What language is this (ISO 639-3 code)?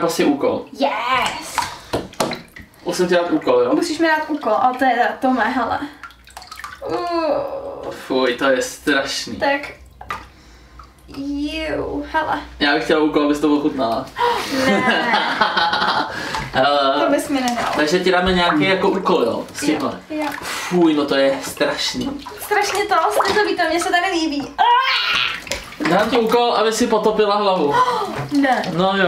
ces